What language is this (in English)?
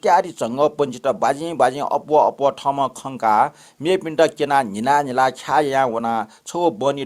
Newari